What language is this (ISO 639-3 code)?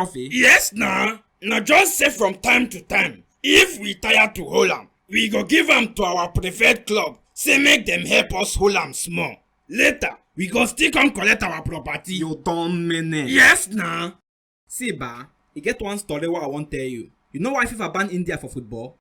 pcm